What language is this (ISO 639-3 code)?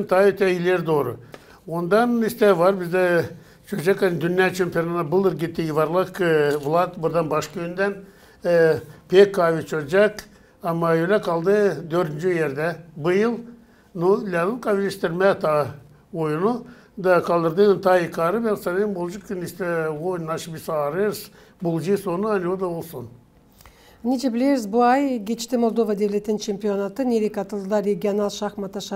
gag